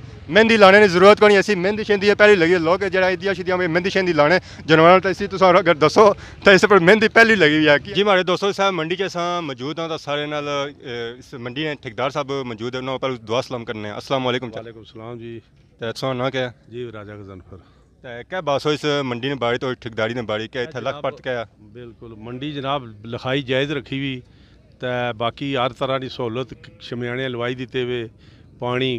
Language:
Pahari-Potwari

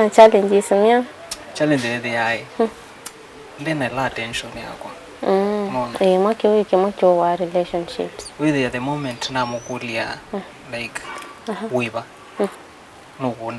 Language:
Kamba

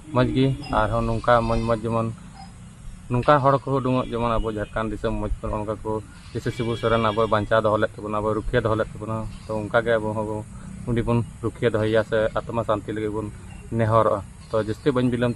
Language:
Santali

